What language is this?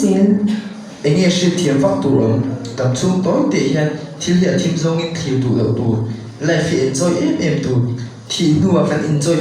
Mizo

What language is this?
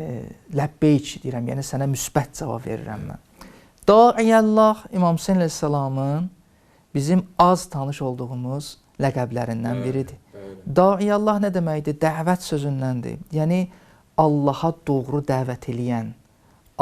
Azerbaijani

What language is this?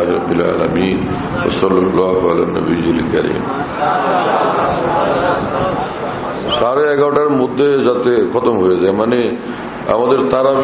Bangla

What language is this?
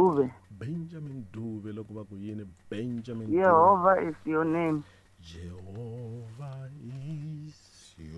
Tsonga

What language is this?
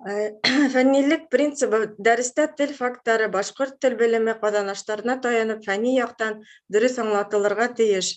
Bashkir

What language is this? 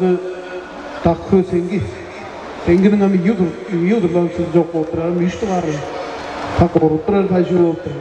Tuvinian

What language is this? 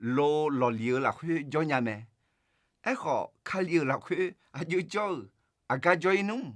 Akha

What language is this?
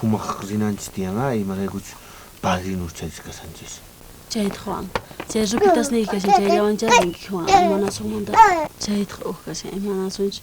South Bolivian Quechua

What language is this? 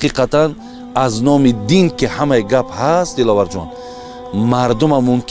Tajik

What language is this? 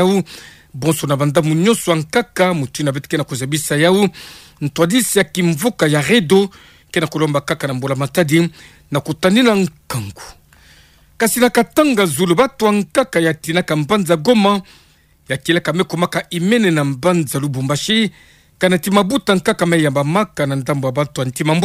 Kituba (Democratic Republic of Congo)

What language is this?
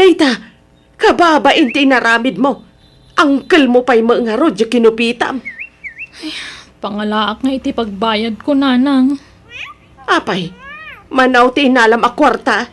Iloko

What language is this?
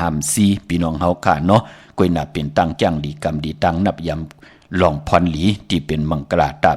Shan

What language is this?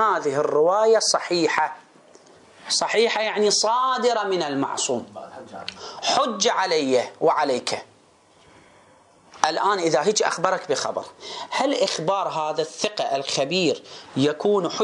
Arabic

